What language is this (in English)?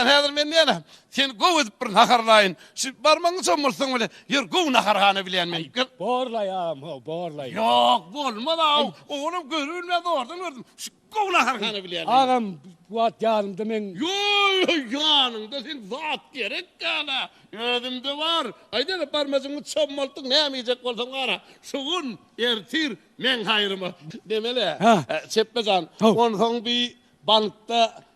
Turkmen